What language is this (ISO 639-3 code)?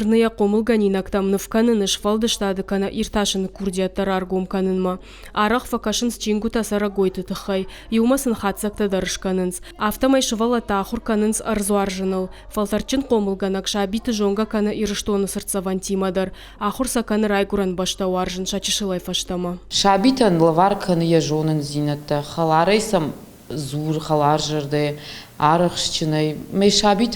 oss